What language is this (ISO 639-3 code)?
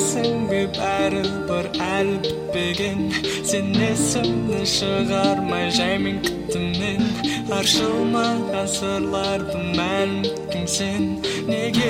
kaz